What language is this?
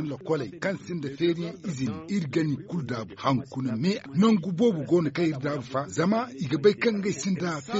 Zarma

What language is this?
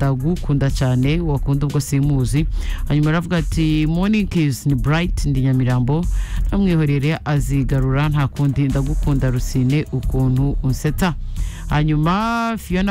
Kinyarwanda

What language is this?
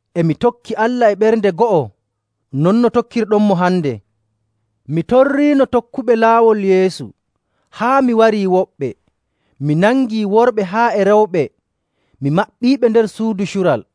Nigerian Fulfulde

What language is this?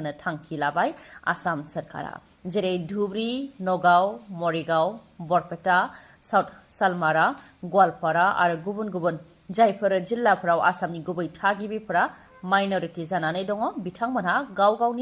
Bodo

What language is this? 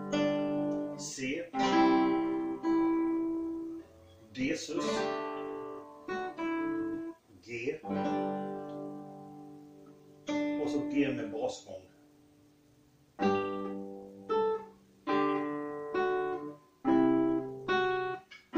Swedish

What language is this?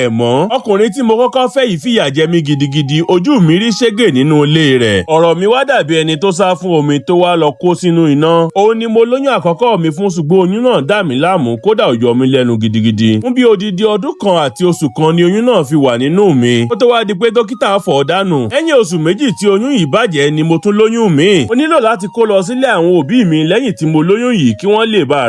Yoruba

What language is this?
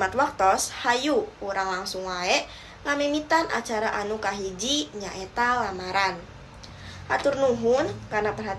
Sundanese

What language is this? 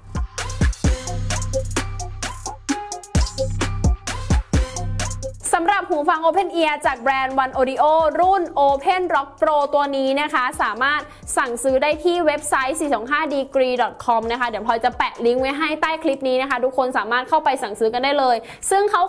Thai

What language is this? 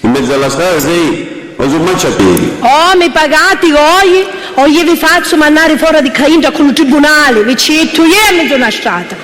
Sicilian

